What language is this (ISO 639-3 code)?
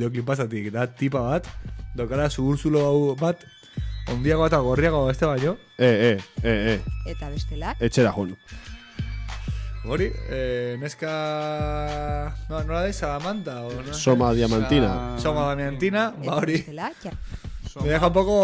eus